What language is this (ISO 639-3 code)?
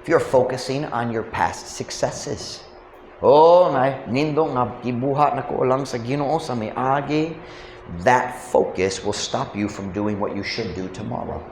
ceb